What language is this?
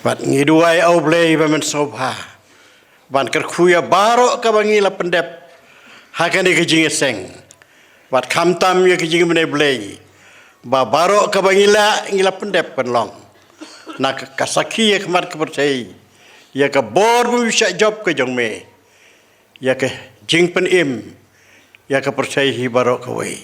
Khasi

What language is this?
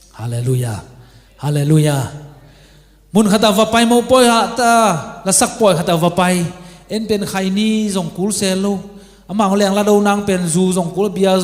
Tedim Chin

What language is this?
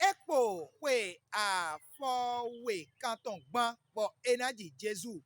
Fon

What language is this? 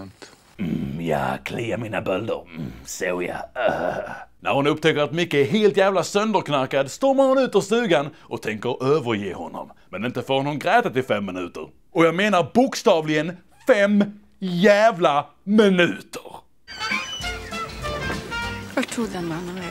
Swedish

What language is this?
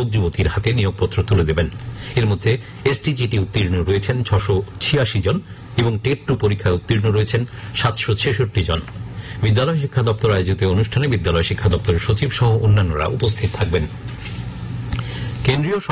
Bangla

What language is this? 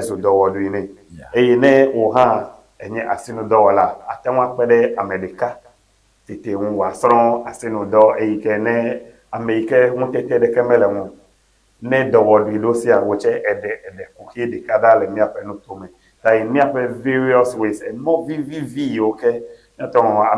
Ewe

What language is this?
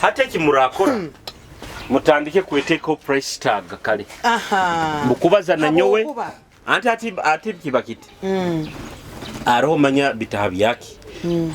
Nyoro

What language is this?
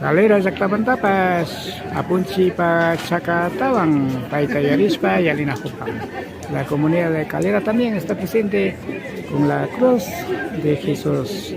Imbabura Highland Quichua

